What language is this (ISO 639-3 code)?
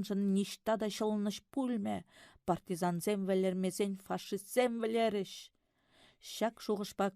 chv